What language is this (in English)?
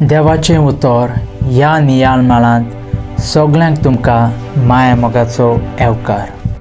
Konkani